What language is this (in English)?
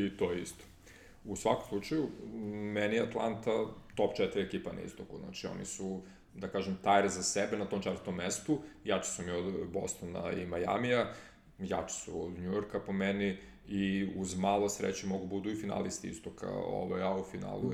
Serbian